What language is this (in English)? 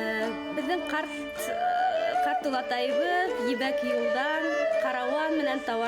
Bashkir